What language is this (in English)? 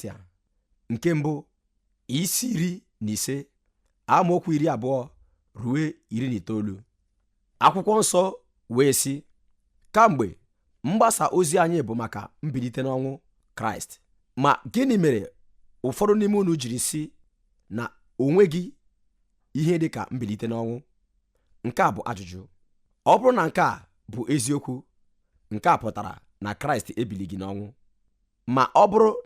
Igbo